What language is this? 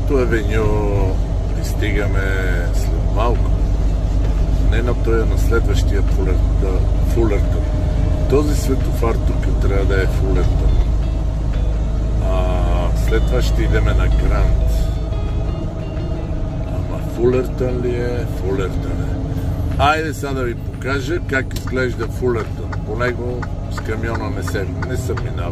Bulgarian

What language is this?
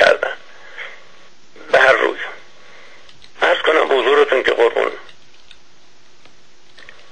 Persian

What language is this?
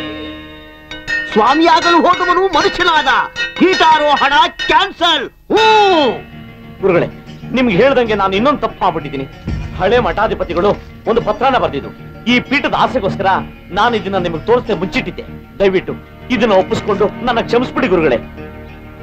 Kannada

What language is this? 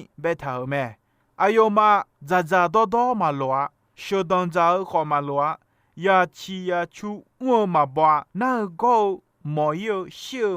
Akha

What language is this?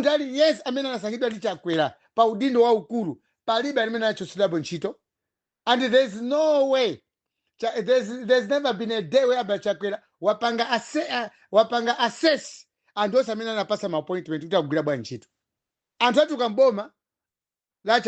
Nyanja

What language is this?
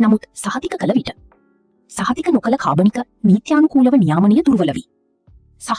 Sinhala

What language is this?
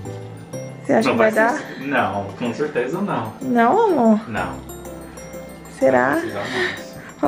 Portuguese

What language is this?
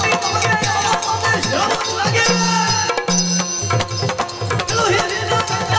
Kannada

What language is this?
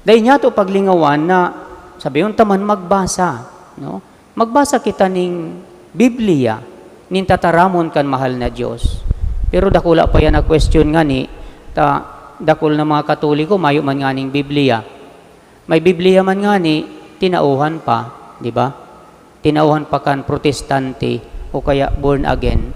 Bikol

